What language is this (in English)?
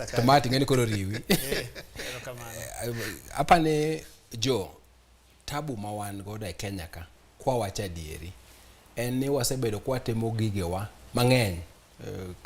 Luo (Kenya and Tanzania)